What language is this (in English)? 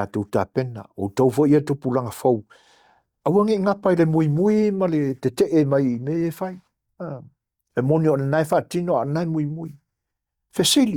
Samoan